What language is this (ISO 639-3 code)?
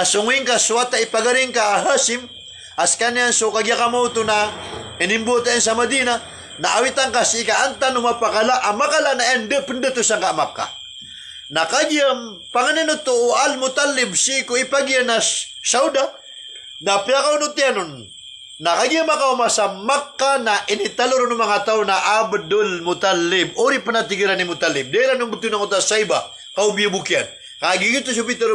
mrw